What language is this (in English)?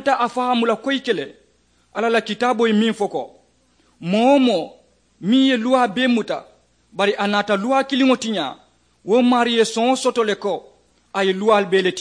Mandingo